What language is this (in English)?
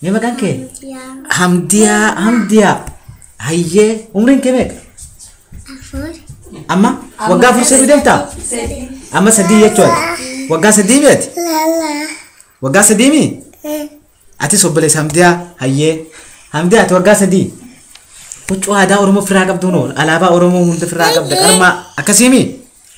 Oromo